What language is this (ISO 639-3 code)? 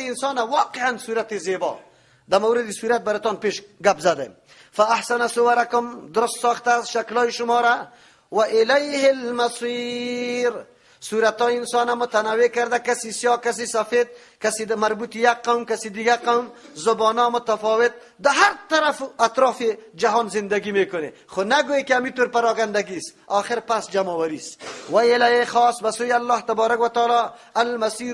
fas